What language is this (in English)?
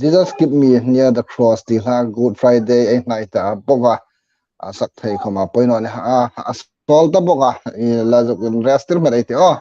Hmar